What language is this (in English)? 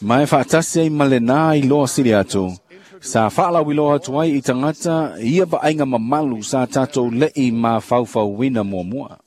Samoan